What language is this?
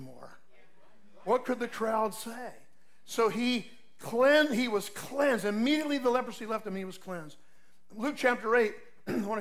English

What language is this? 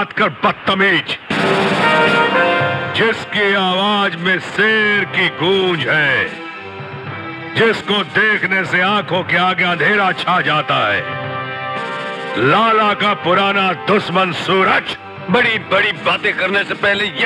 Hindi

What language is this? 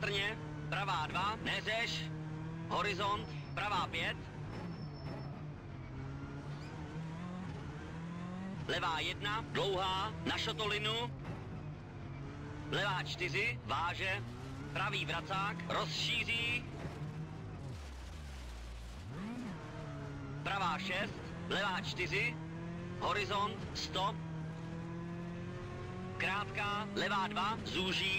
Czech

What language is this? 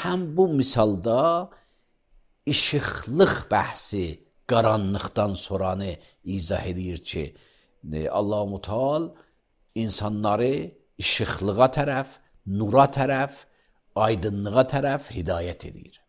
Azerbaijani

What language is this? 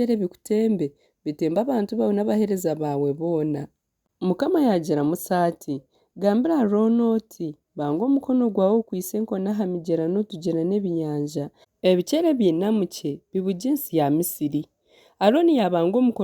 Nyankole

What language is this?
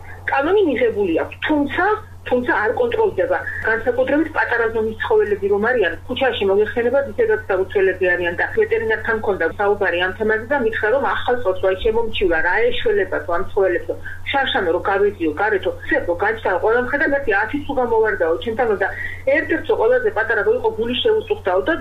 Georgian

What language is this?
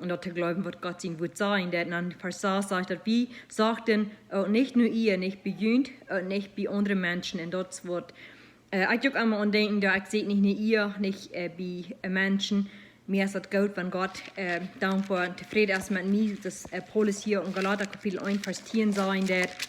Plautdietsch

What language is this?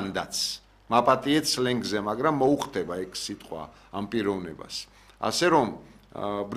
Georgian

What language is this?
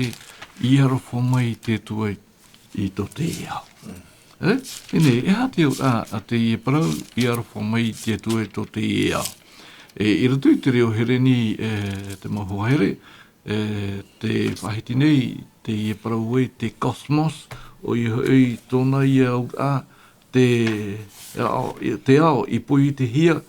Tahitian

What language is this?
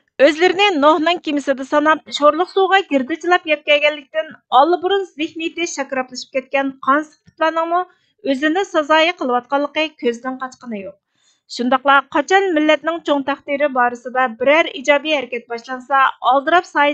Uyghur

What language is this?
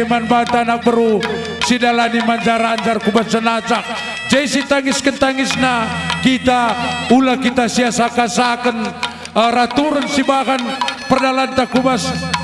Batak Karo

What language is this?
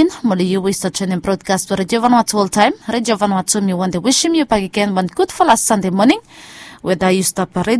Bislama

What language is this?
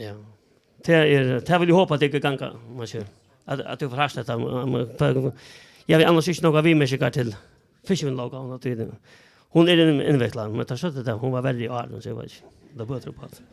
Faroese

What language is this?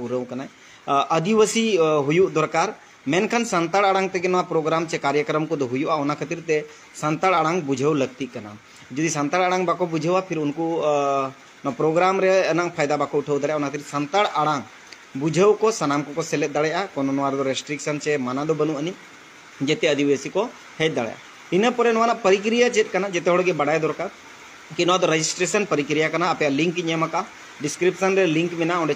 Santali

